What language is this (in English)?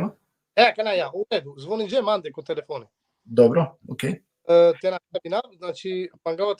Balkan Romani